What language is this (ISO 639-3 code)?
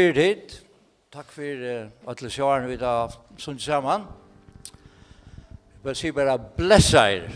fao